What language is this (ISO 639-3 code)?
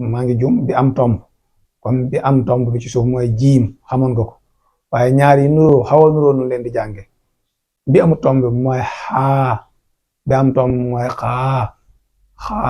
wol